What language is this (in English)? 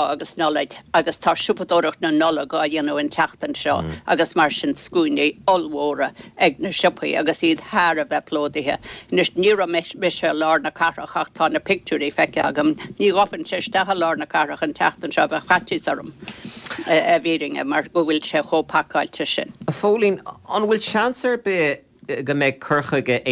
Irish